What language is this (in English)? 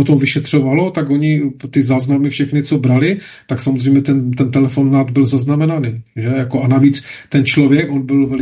Czech